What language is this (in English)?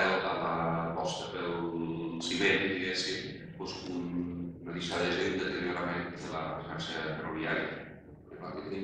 Catalan